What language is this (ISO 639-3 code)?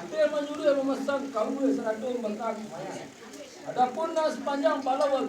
min